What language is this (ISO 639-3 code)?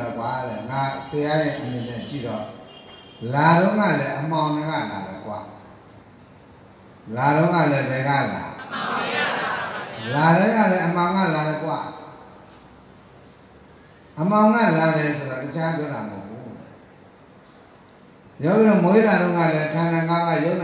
mya